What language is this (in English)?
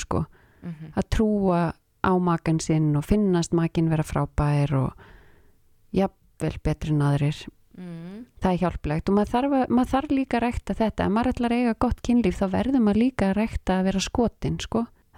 Icelandic